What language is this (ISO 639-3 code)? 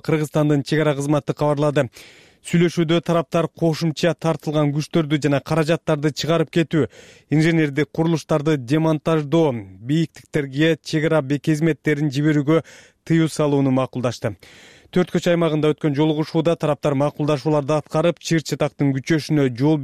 kir